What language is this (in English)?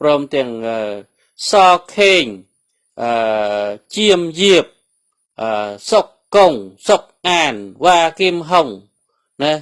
Khmer